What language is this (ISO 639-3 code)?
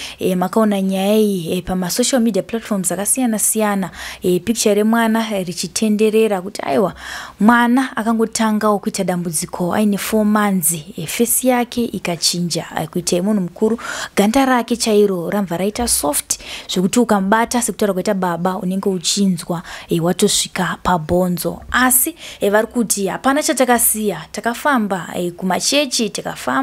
sna